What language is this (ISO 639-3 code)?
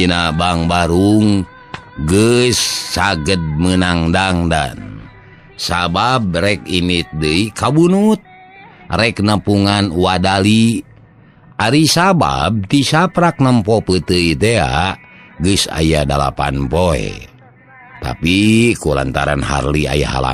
sun